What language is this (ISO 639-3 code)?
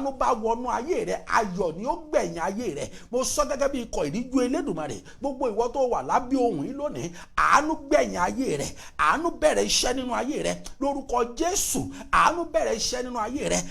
yor